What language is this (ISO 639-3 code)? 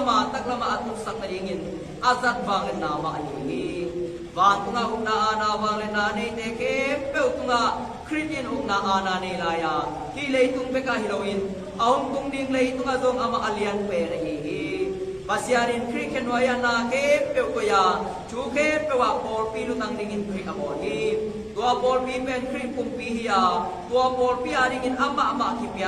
ctd